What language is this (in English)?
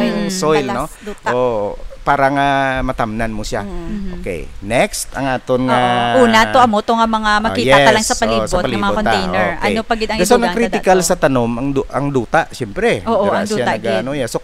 Hiligaynon